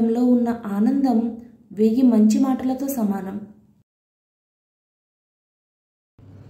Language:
Telugu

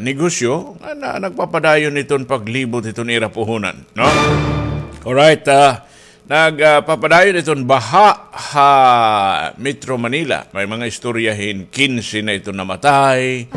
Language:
Waray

